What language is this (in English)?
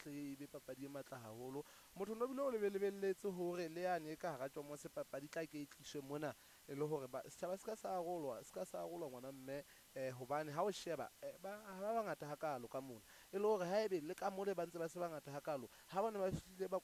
Southern Sotho